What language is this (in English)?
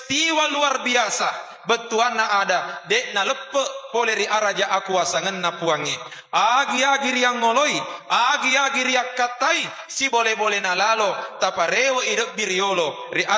Buginese